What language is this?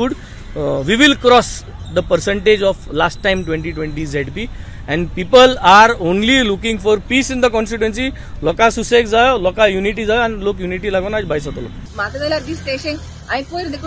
Konkani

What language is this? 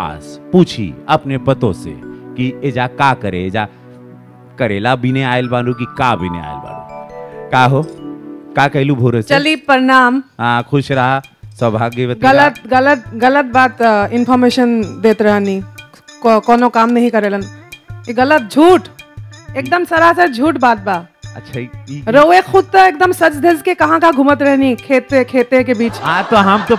Bhojpuri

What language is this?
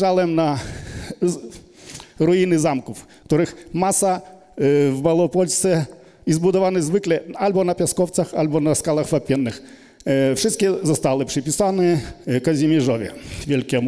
Polish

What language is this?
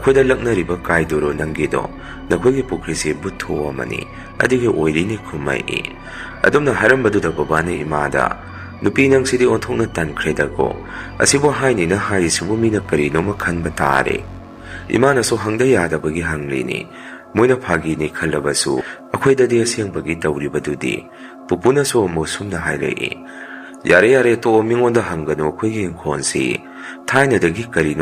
Manipuri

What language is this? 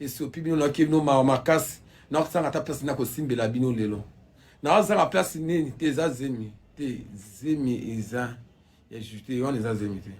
Lingala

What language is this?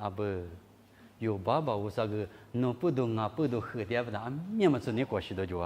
Lisu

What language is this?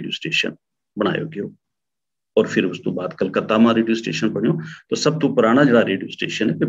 Gujari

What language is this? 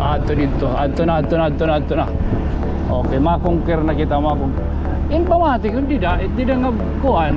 Waray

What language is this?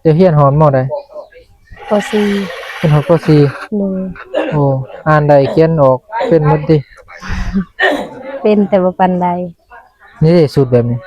Northeastern Thai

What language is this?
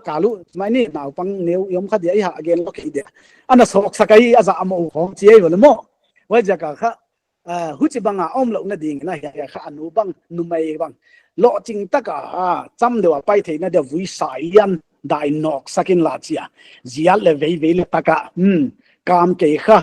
Paite Chin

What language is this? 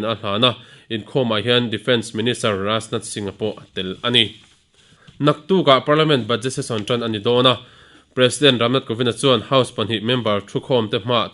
Mizo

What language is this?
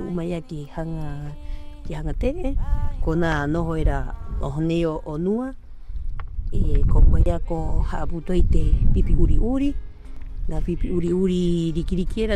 Rapanui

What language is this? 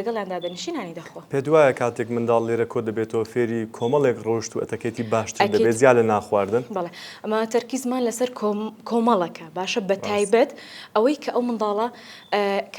Central Kurdish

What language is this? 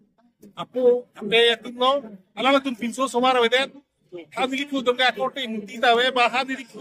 Karbi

